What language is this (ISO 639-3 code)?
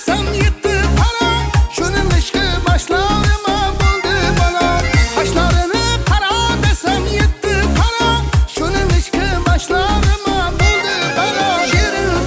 kaa